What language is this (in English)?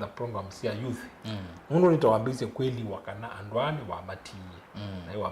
Kamba